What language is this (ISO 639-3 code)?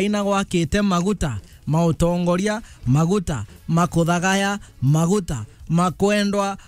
mer